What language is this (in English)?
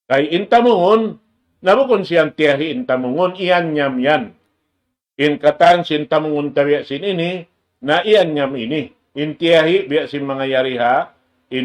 Tausug